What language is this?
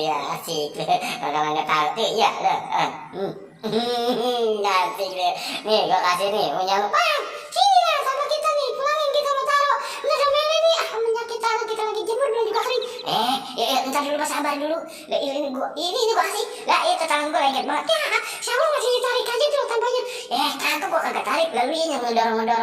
Betawi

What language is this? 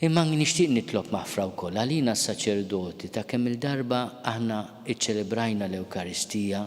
Maltese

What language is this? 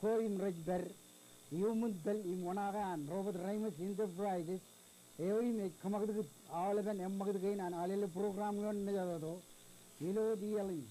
Marshallese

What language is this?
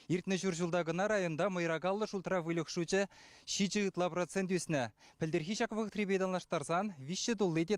Chuvash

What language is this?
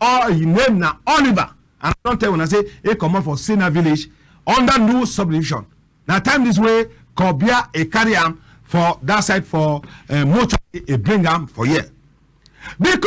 Cameroon Pidgin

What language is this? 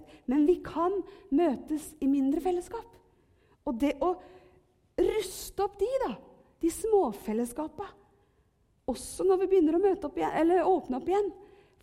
Norwegian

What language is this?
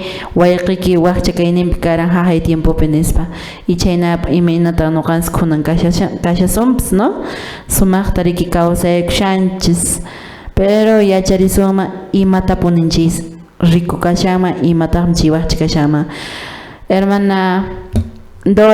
Quechua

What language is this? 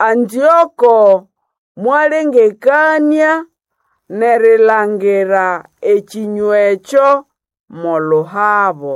Nande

